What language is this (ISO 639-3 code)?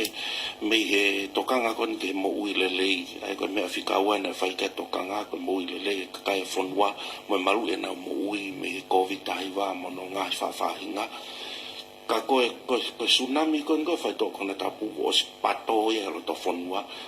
ton